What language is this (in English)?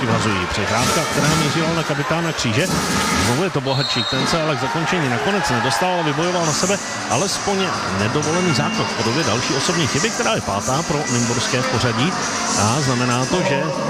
Czech